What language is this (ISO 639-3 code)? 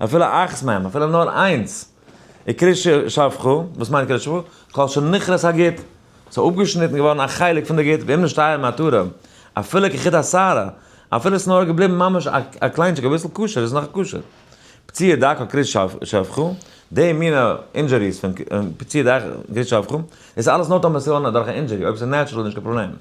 yid